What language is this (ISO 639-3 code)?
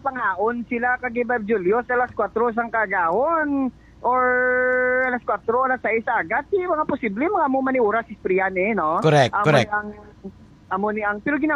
hil